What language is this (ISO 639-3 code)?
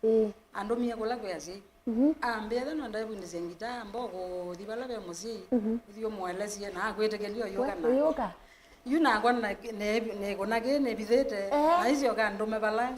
kam